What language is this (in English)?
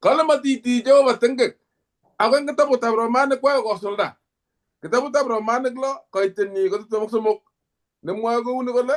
Kalenjin